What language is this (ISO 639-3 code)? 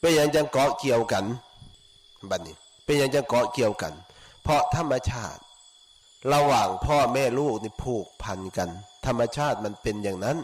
lao